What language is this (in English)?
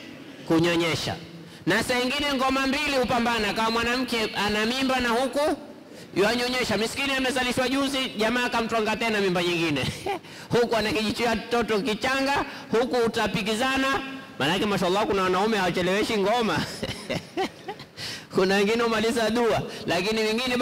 Swahili